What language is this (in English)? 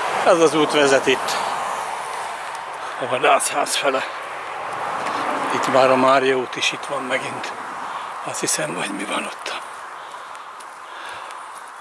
Hungarian